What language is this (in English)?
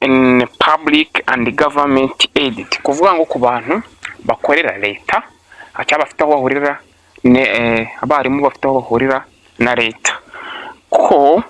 Kinyarwanda